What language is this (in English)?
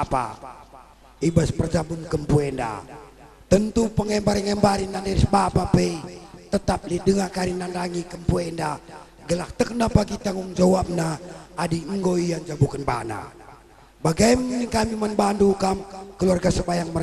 Batak Karo